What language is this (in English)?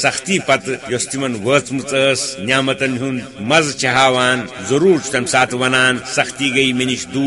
Kashmiri